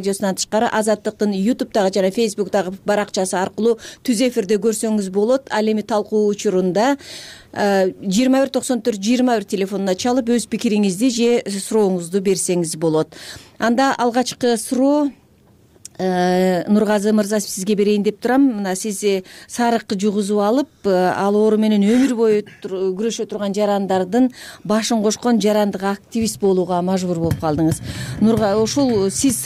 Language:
Kyrgyz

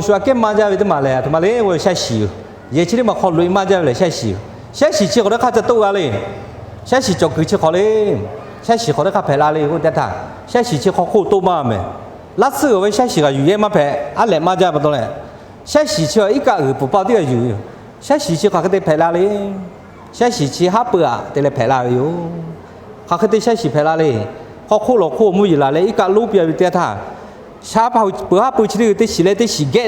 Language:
Lahu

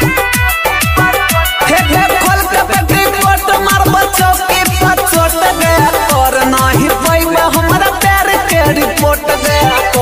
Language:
Bhojpuri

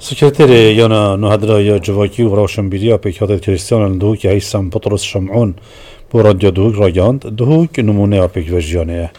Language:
Kurdish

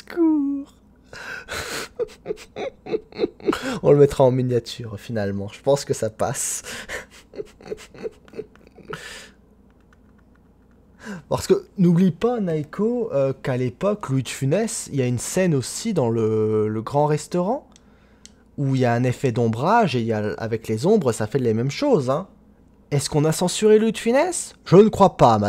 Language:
French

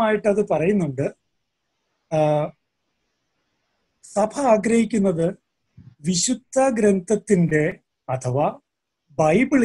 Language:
Malayalam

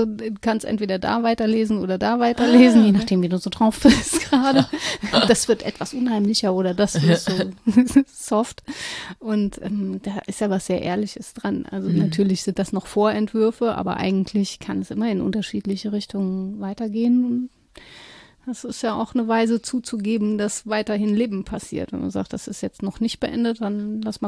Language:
German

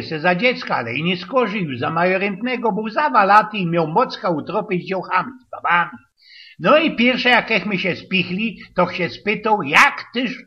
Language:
Silesian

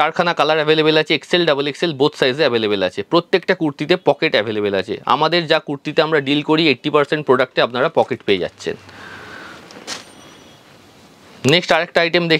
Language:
Bangla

